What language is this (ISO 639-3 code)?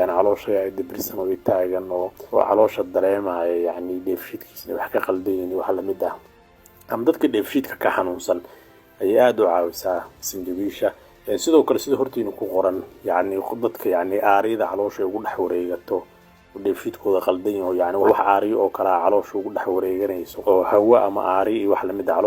som